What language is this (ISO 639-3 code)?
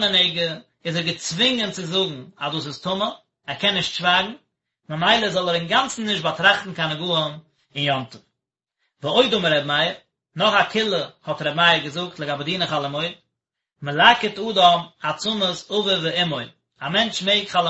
yid